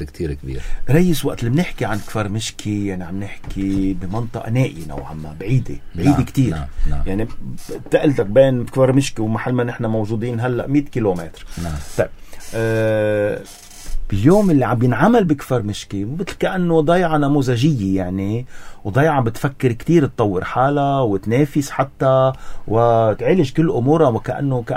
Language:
North Levantine Arabic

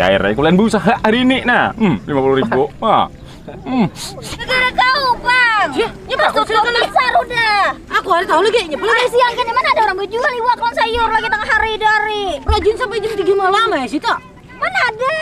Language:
Banjar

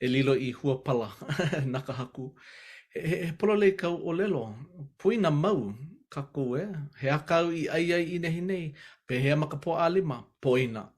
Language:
Hawaiian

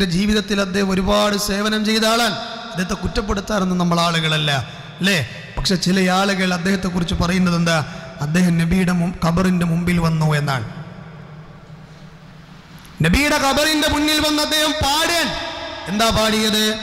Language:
Malayalam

